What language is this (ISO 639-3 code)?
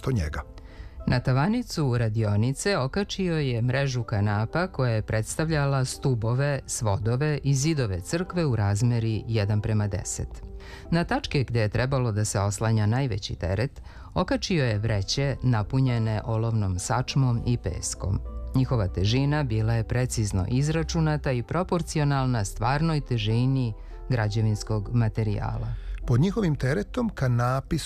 srp